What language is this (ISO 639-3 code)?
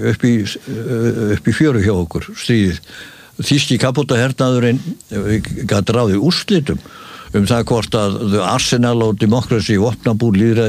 isl